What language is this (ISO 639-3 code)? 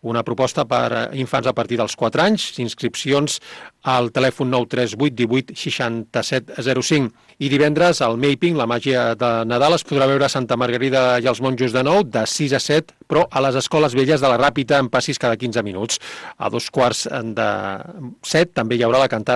cat